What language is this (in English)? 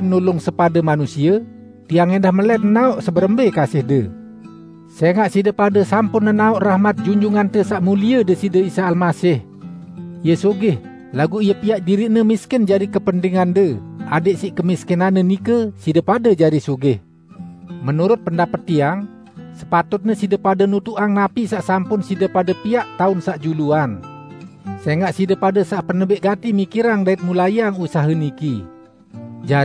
Sasak